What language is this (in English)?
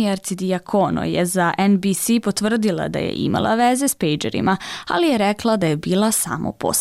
Bosnian